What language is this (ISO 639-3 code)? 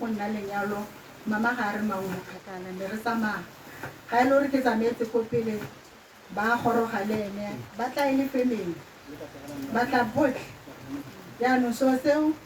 tsn